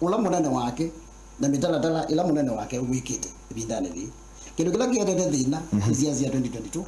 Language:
Kamba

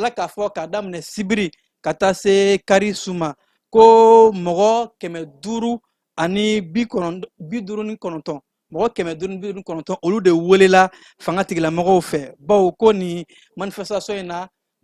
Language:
Bambara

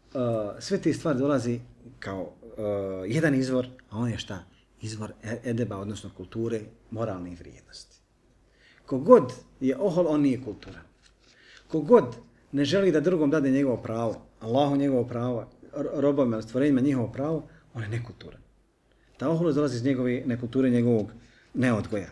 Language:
Bosnian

